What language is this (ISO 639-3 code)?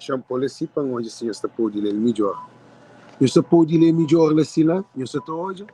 kea